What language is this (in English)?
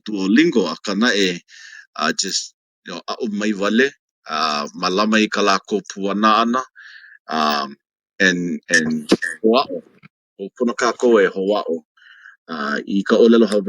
Hawaiian